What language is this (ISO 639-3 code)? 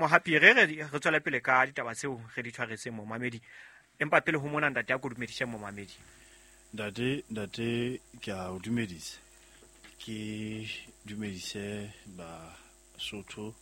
sot